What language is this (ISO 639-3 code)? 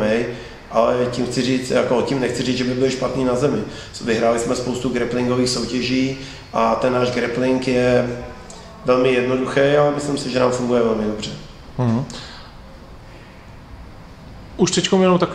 ces